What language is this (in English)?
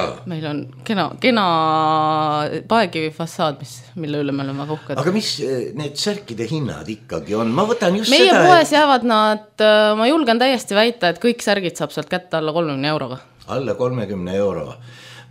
Estonian